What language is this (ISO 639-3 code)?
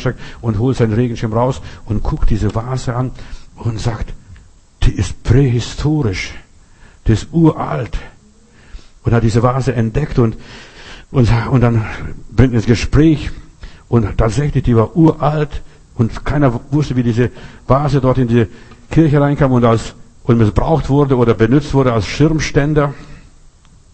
deu